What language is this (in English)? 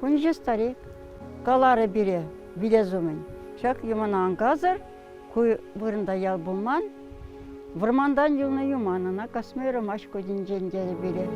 Chuvash